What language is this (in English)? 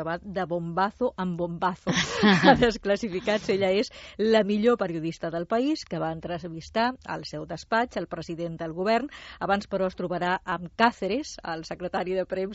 Catalan